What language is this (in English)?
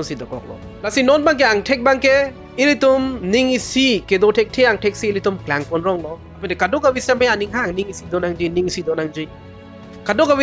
Karbi